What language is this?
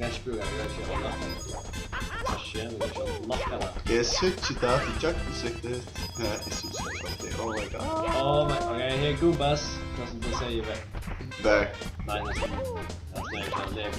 Faroese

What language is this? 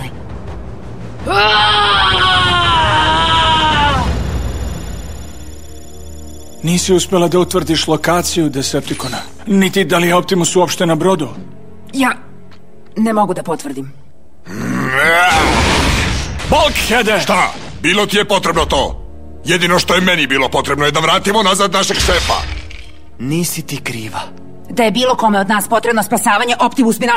Serbian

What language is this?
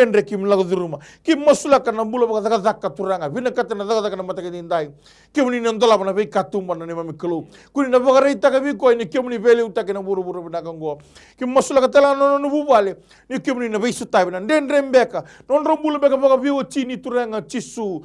Fijian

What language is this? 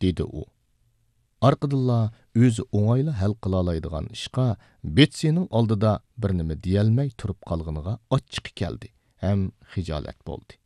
Uyghur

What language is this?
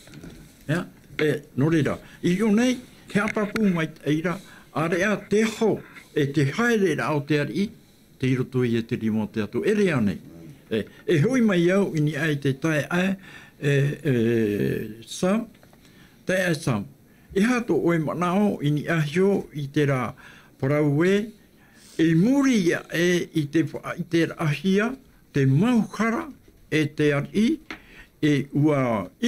Tahitian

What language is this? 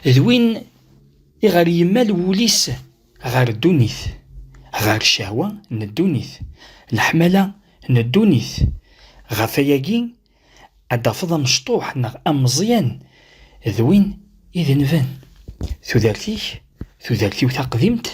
Kabyle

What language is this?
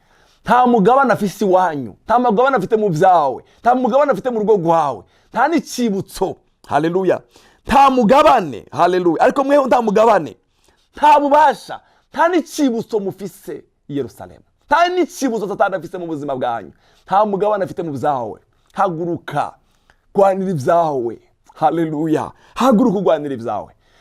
Rundi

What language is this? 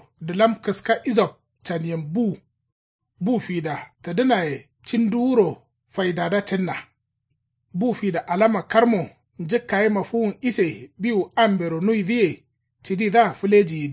Kanuri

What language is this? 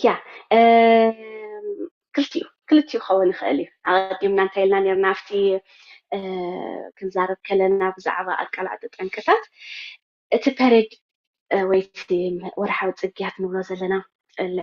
Tigrinya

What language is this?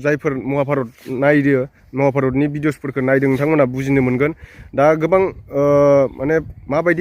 Bodo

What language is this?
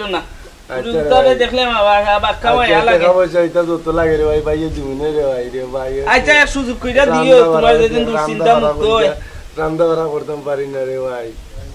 Sylheti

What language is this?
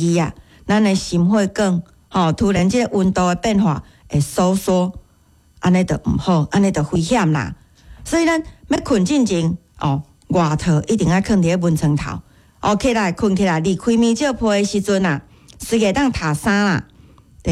Min Nan Chinese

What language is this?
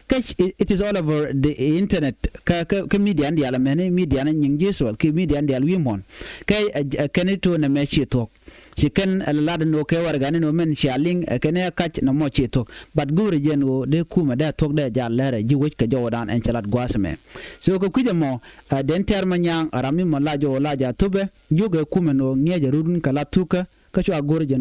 Nuer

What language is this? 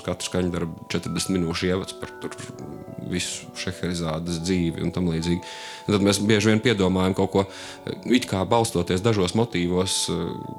Latvian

